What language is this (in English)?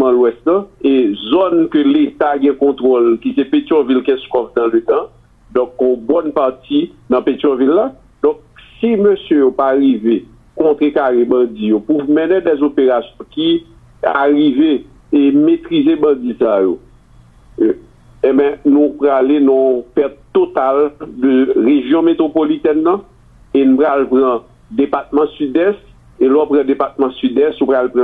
Haitian Creole